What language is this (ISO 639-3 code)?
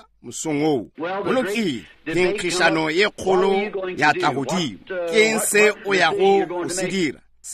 nso